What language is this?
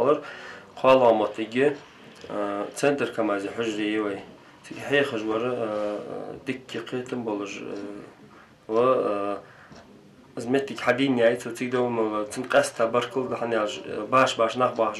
Ingush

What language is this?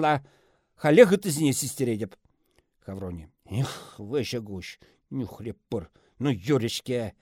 Chuvash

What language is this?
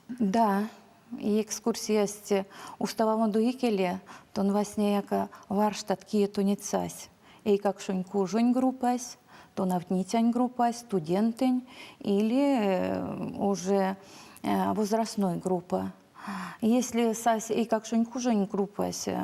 Erzya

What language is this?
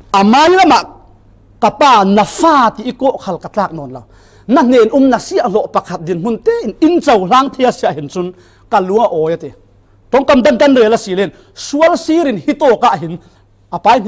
Falam Chin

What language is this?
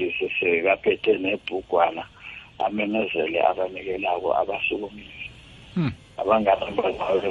South Ndebele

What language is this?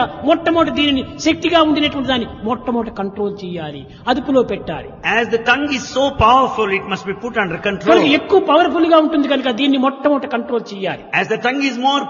Telugu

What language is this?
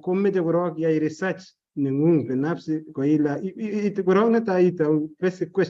Kalenjin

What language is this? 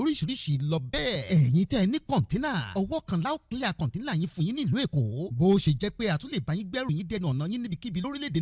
Yoruba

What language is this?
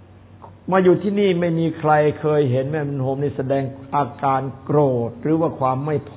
Thai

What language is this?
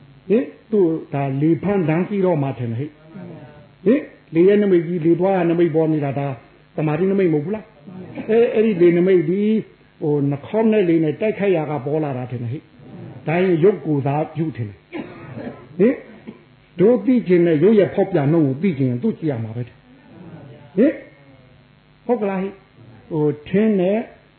Burmese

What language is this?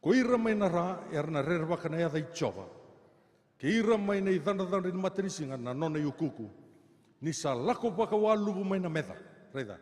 Fijian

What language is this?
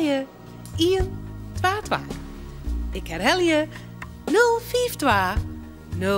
Western Frisian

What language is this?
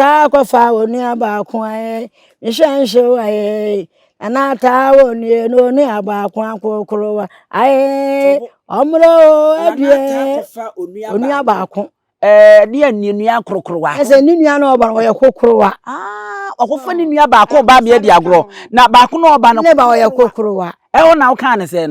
Akan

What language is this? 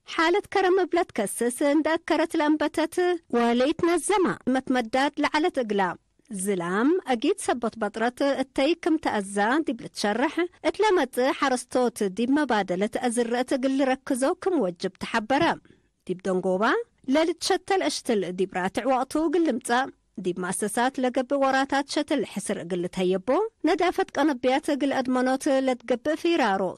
Tigre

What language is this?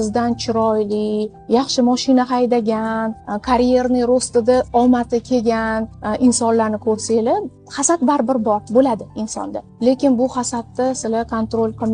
Uzbek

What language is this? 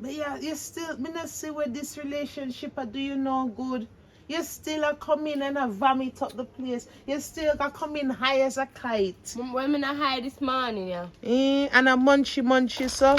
Jamaican Creole English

